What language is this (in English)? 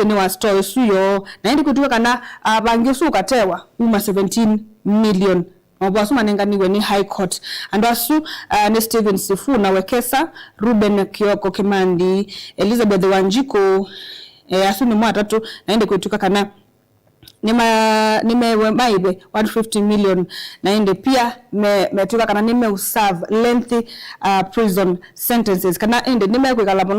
Kamba